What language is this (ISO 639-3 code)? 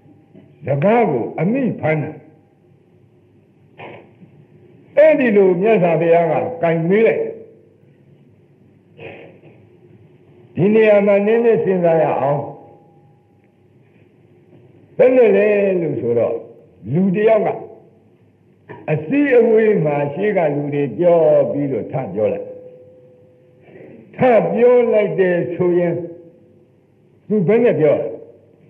mya